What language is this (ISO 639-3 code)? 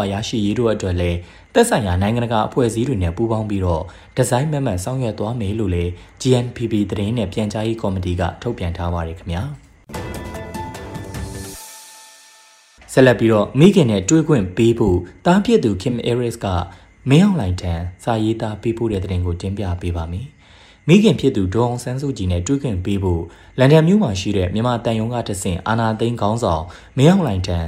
mya